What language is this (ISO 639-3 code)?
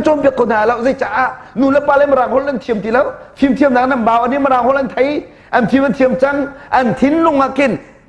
cnh